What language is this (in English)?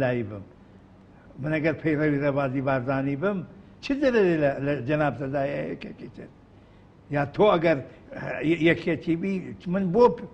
Central Kurdish